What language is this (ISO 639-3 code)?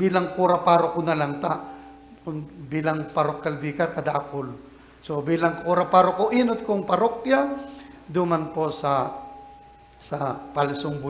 bik